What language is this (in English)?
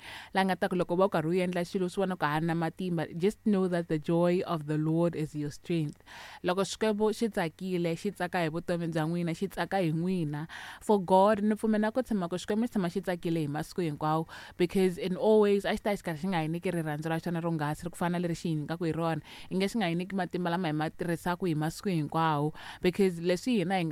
Tsonga